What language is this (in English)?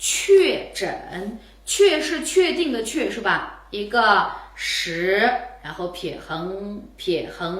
Uyghur